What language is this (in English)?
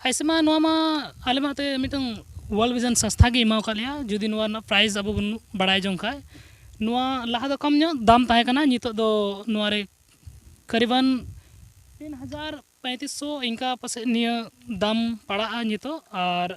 Santali